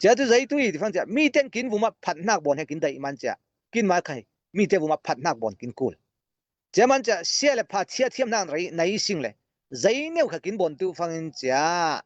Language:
Falam Chin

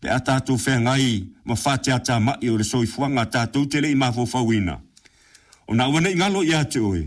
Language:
Samoan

